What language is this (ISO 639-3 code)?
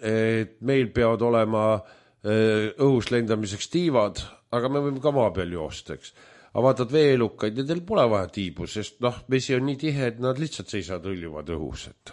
est